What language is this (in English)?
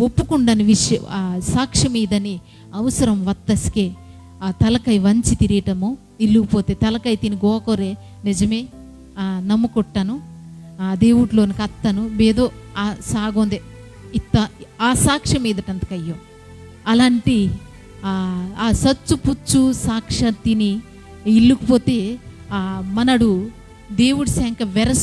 Koya